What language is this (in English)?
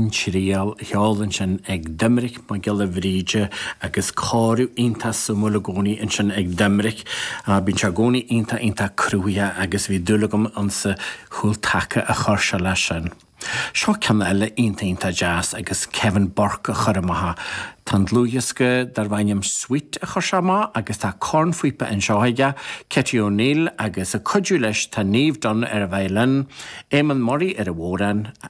Irish